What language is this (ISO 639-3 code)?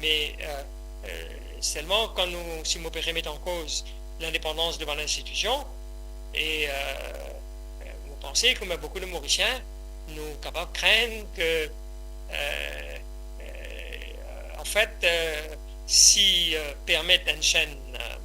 mfe